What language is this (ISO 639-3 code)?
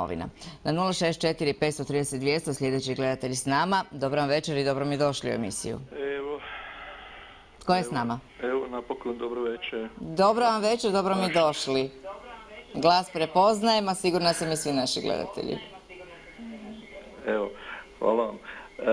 hrv